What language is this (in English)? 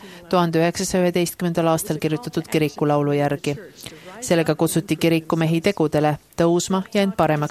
Estonian